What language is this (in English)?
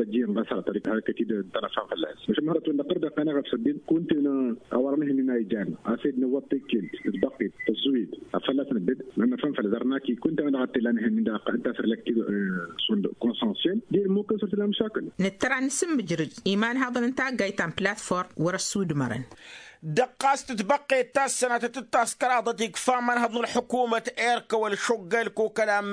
Tamasheq